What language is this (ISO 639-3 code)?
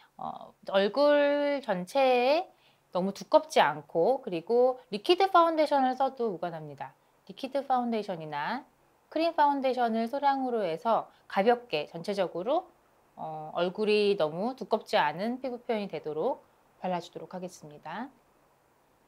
kor